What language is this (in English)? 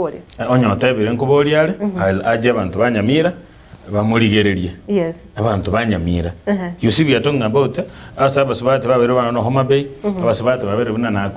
Gusii